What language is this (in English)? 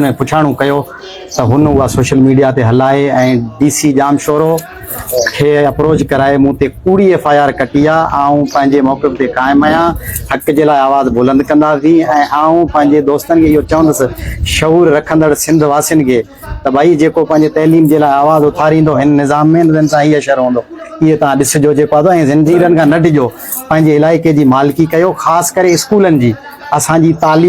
Sindhi